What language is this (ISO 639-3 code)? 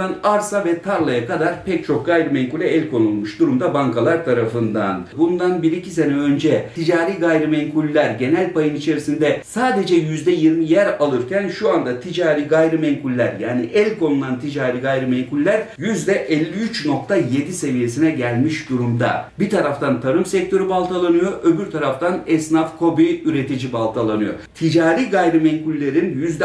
tur